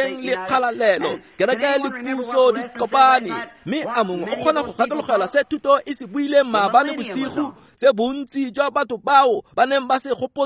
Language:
Tswana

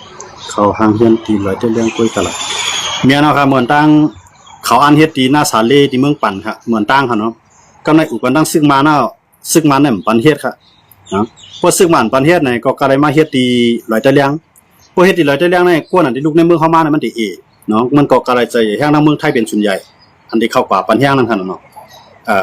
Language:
Shan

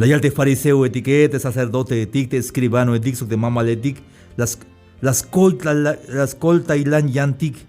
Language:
Tzeltal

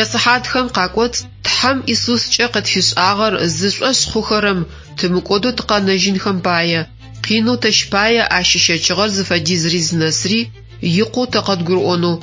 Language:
Adyghe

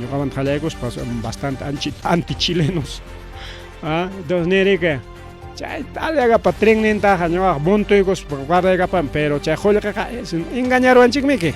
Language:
Ayacucho Quechua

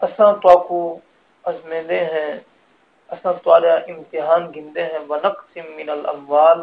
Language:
Saraiki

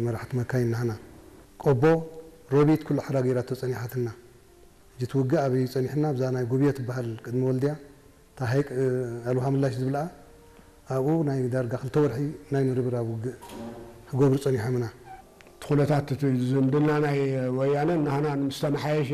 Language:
Tigrinya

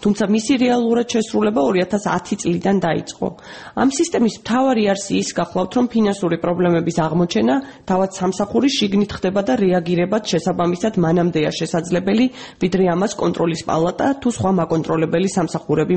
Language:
Georgian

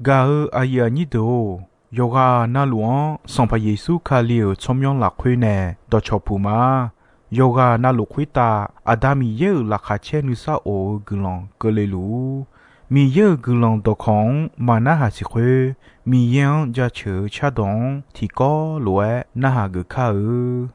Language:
Akha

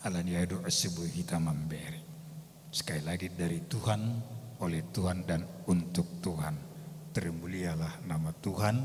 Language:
Batak Simalungun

